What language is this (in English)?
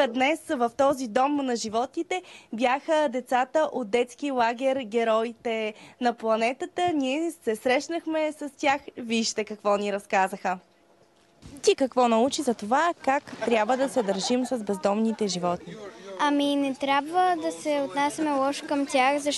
Bulgarian